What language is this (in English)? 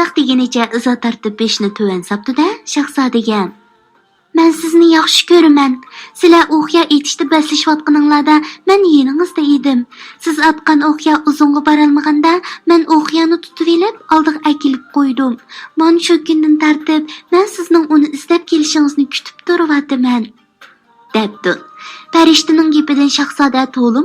Uyghur